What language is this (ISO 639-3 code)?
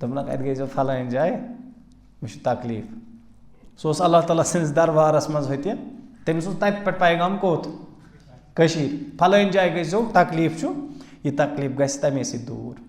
kas